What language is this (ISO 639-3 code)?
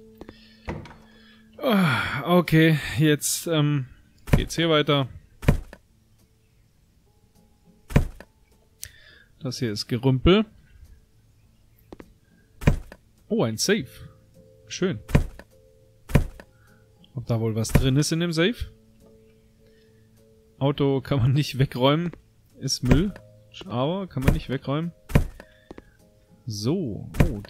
deu